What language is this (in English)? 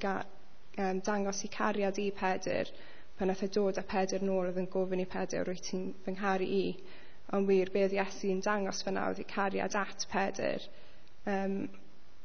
Welsh